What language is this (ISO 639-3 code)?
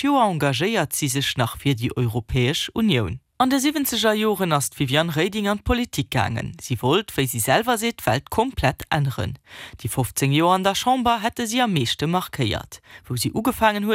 ltz